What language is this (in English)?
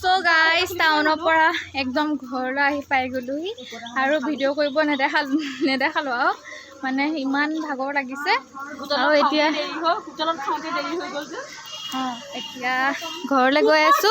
Assamese